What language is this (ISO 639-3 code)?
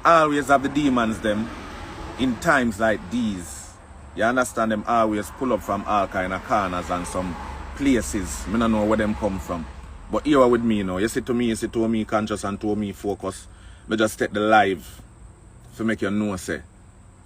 jam